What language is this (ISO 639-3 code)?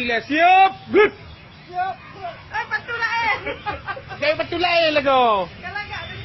ace